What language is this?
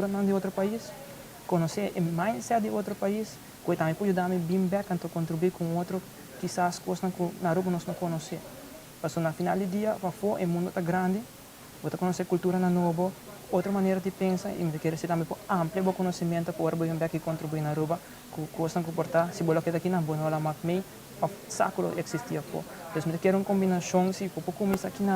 Papiamento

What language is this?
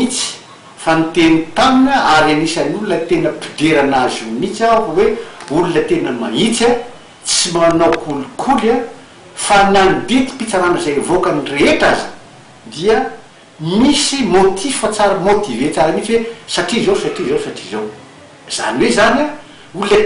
Malagasy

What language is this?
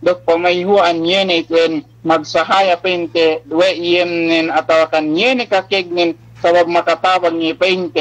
Yakan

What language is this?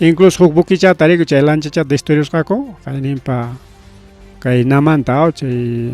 Ayacucho Quechua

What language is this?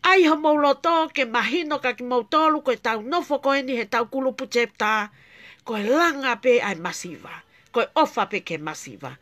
Tongan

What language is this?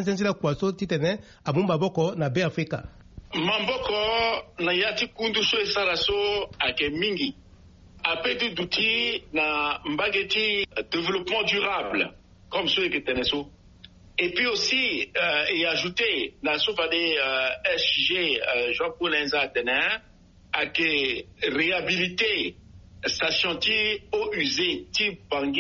Sango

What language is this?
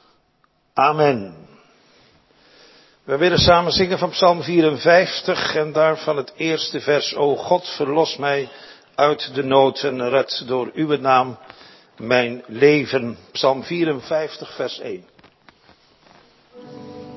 Dutch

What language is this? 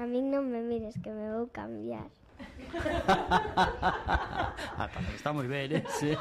Galician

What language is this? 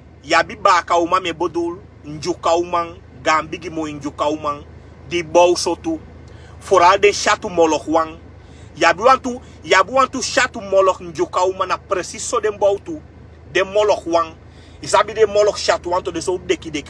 Sranan Tongo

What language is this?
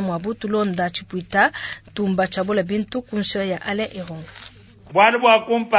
Luba-Lulua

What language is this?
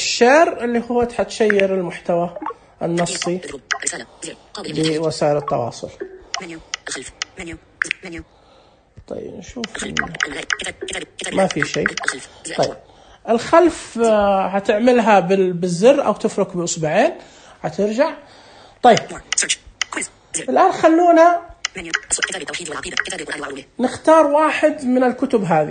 Najdi Arabic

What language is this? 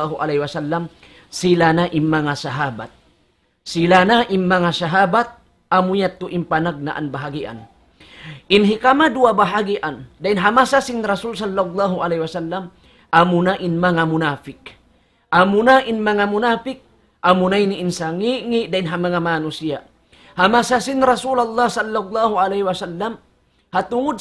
Tausug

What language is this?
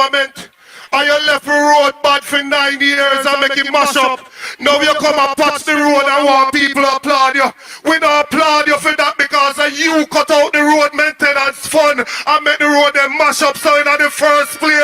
Jamaican Creole English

